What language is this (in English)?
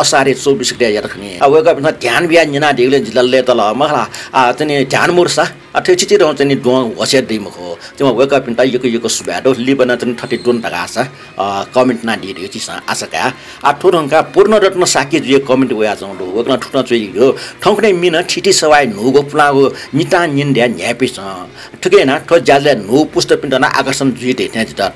Newari